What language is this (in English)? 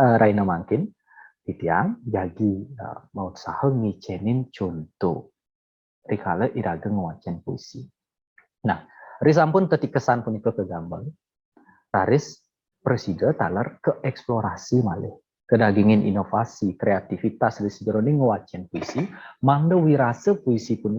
Balinese